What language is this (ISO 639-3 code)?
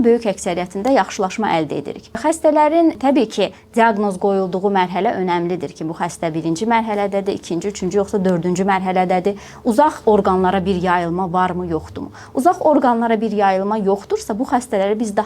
aze